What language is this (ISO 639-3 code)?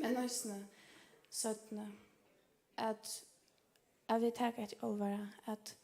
fao